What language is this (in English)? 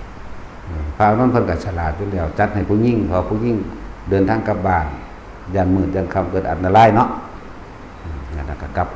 Northeastern Thai